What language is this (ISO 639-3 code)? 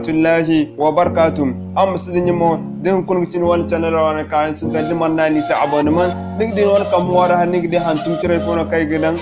dje